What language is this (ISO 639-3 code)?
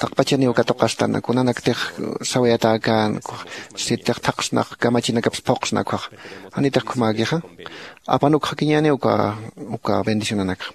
aym